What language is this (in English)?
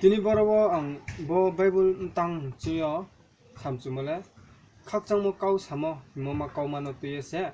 Riang (India)